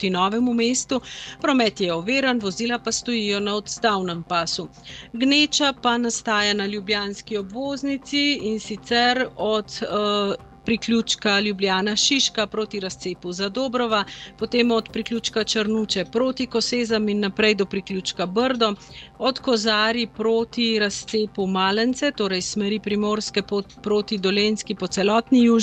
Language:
Slovenian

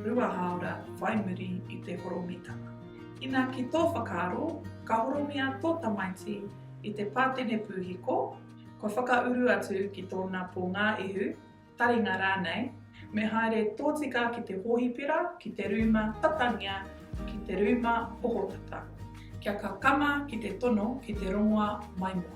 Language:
Māori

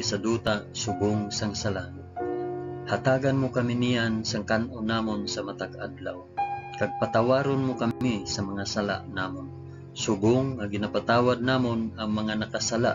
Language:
Hiligaynon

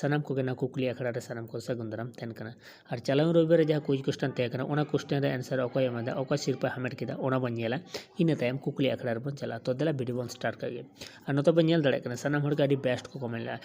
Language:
Santali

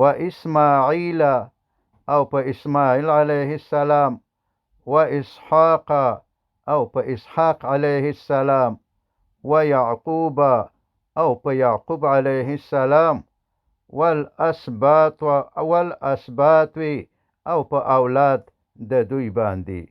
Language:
Pashto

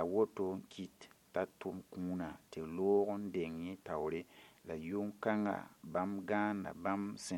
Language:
Mossi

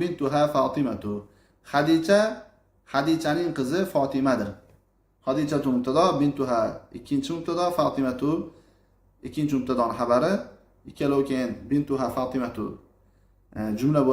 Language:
Uzbek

